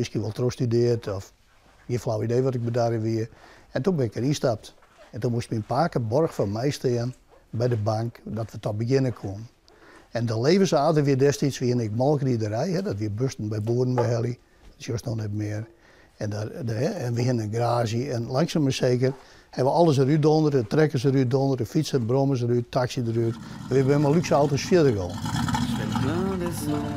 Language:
Western Frisian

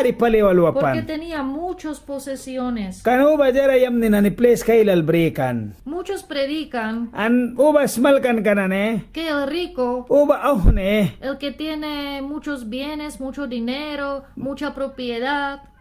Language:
Mískito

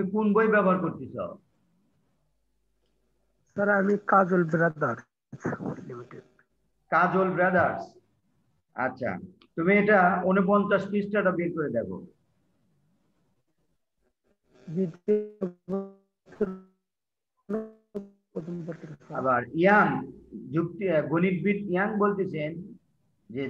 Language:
Bangla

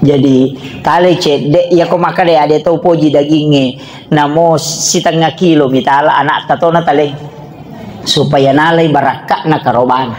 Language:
Buginese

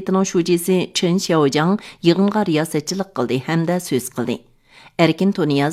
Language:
Uyghur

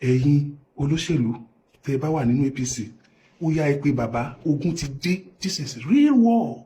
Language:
Yoruba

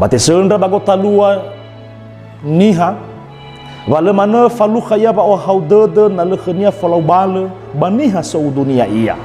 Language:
Nias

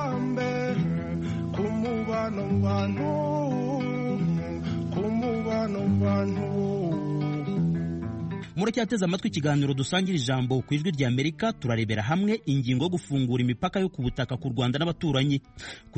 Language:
Kinyarwanda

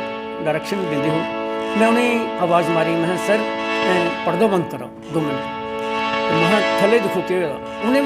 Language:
Dogri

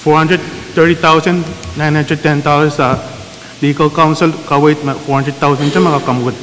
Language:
Pohnpeian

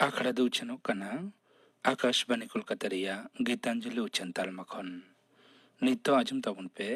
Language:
Santali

